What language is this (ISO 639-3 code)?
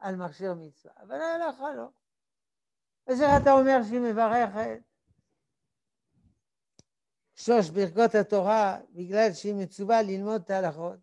heb